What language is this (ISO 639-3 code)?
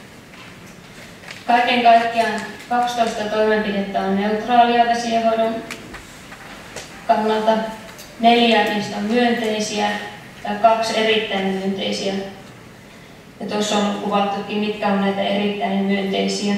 fin